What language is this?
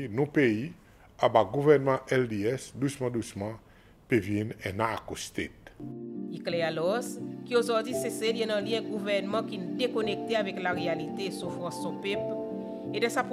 Seselwa Creole French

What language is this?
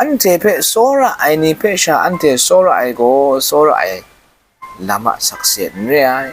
Kachin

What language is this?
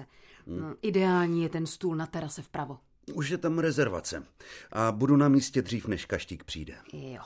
Czech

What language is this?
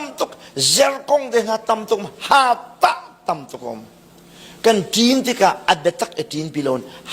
Hakha Chin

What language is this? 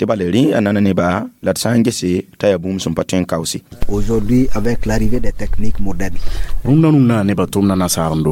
Mossi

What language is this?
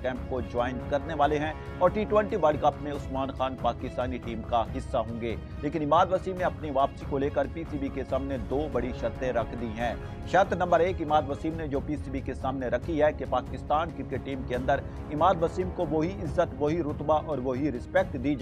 Urdu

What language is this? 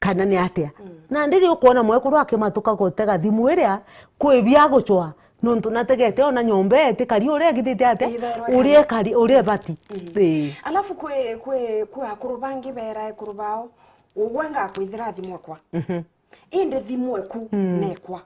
Meru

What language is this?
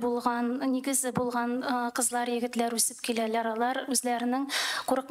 Tatar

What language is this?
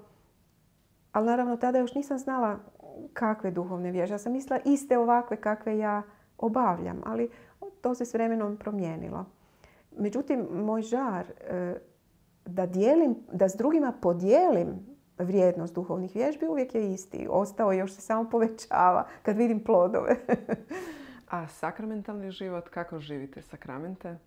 Croatian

